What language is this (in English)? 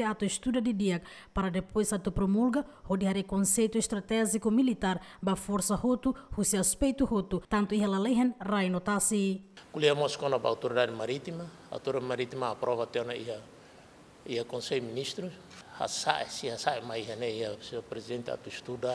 Tetum